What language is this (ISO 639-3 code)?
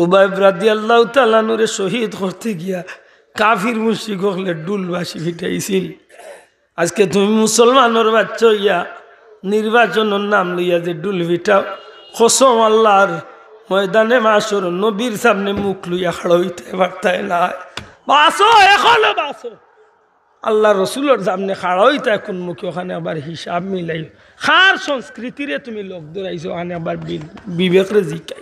syl